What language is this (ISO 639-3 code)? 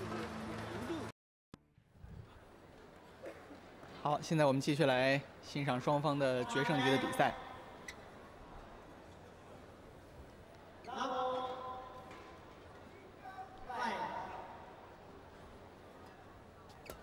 zho